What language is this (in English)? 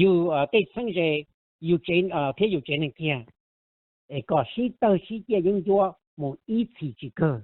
Hmong